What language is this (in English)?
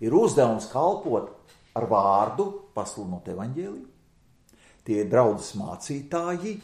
Latvian